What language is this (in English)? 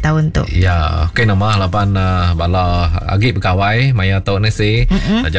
Iban